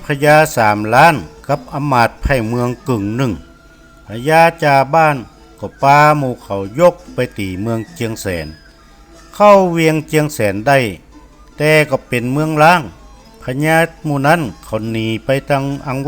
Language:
Northern Thai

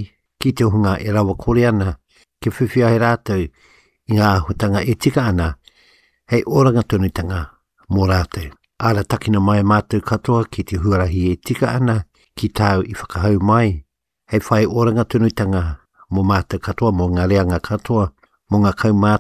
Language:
Māori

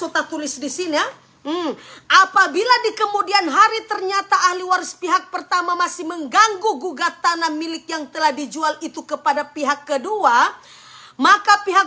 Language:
Manado Malay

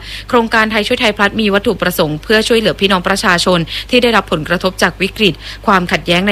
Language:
Thai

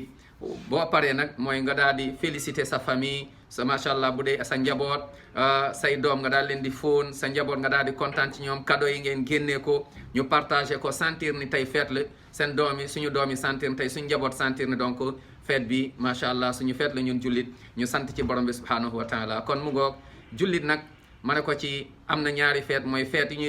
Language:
Wolof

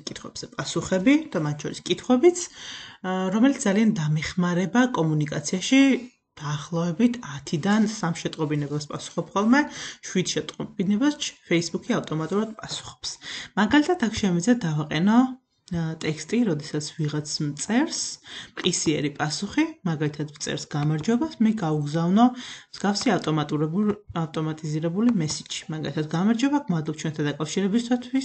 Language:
Georgian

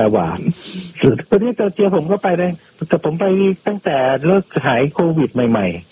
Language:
Thai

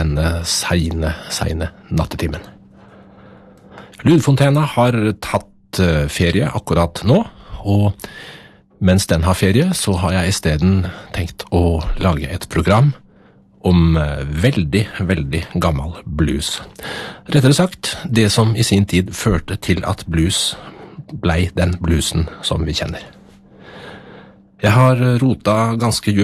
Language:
Norwegian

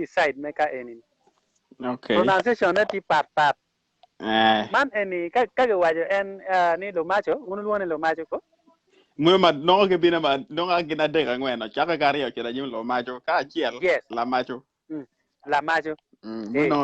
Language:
Acoli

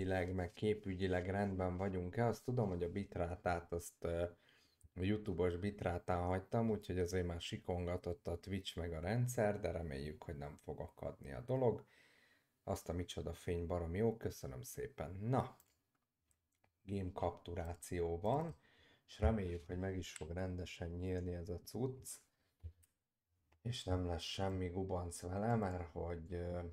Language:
Hungarian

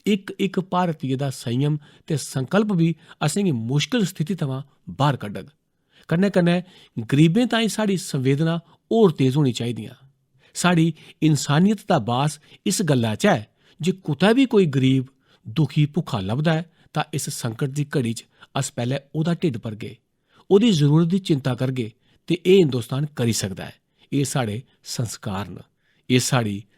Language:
Dogri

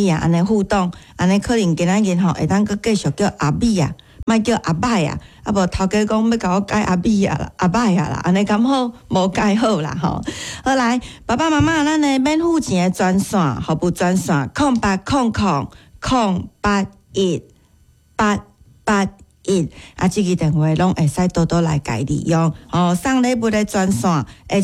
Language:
Min Nan Chinese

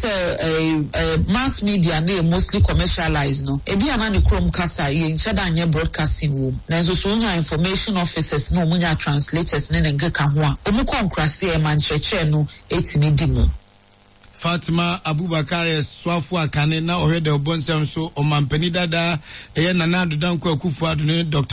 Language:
Akan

